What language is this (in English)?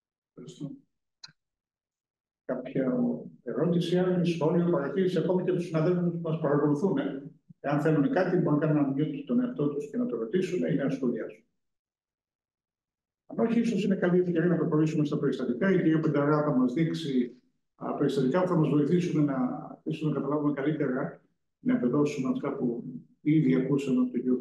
Greek